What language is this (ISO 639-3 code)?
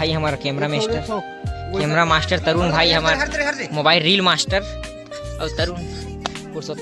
hne